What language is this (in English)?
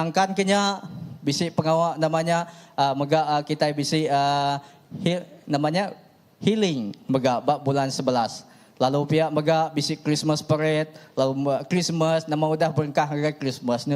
Iban